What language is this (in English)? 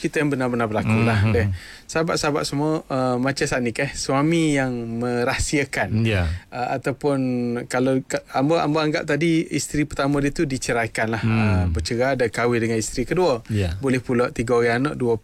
Malay